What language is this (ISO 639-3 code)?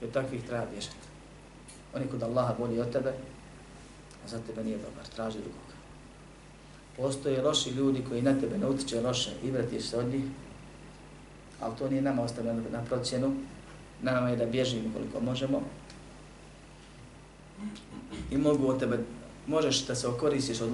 bos